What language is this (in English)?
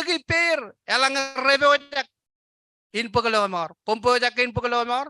Marshallese